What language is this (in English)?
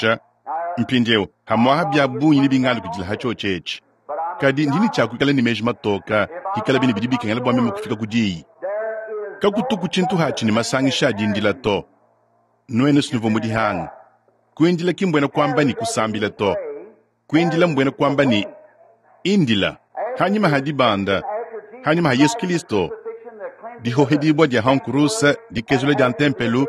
Luba-Lulua